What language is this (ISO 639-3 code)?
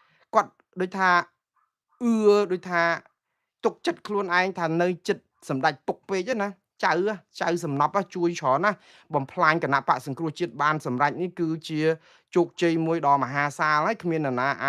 khm